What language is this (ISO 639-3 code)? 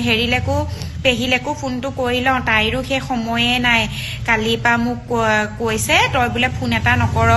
asm